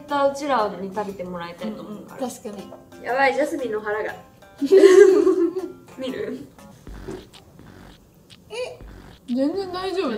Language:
Japanese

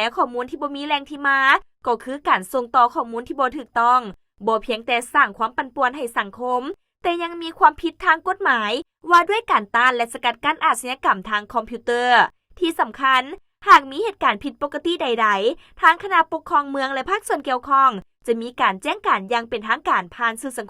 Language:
Lao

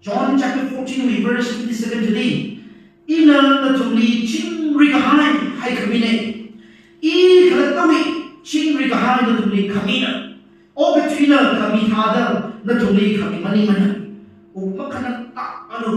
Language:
Tangkhul Naga (India)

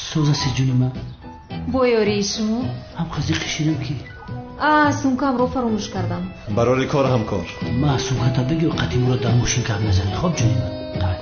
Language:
Tajik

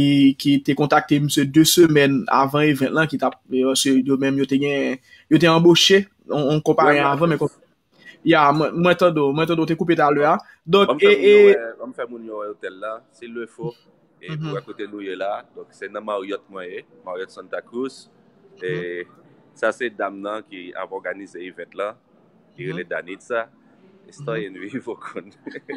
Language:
Haitian Creole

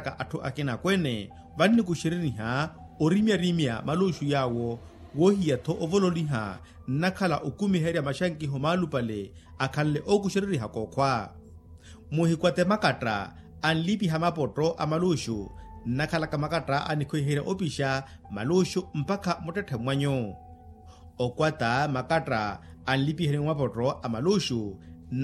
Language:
Makhuwa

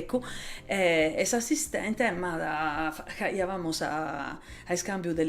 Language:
Sardinian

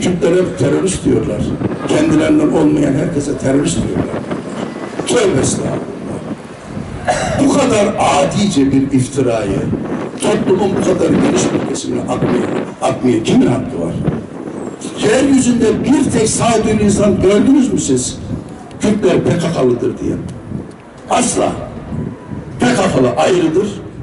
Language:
Turkish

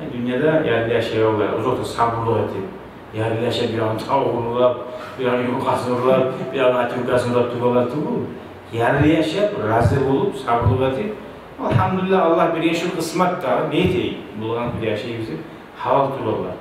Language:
Kumyk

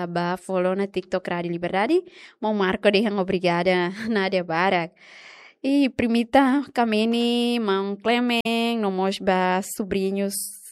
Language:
Tetum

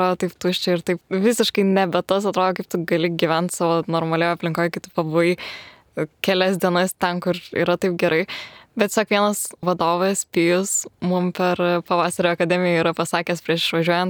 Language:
Lithuanian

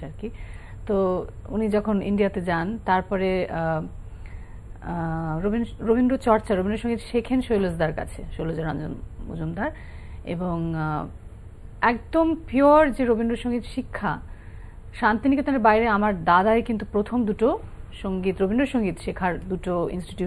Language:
Bangla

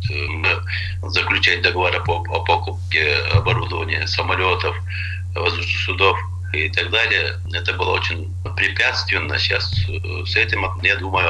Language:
Russian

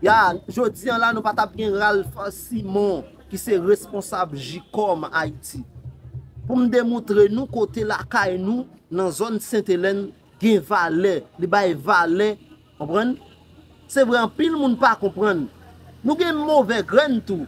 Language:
Haitian Creole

